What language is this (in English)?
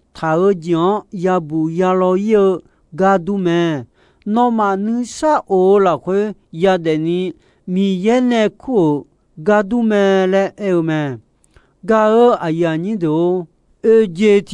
Akha